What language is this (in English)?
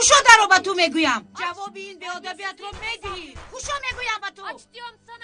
Tajik